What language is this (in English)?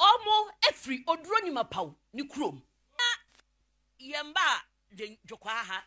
Akan